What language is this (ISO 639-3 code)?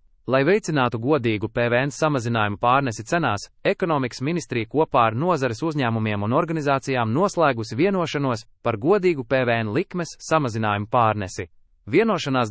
lav